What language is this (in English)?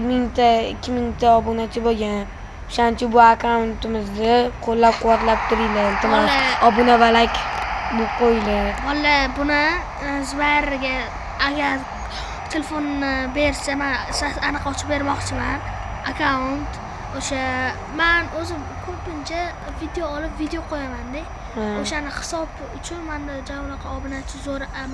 Uzbek